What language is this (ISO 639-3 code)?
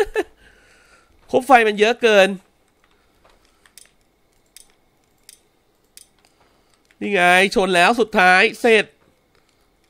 tha